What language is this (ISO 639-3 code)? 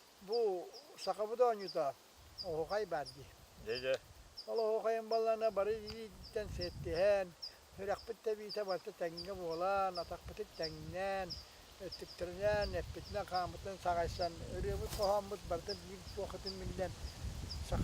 sah